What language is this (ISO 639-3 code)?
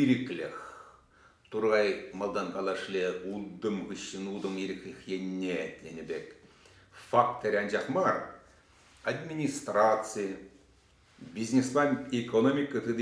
chv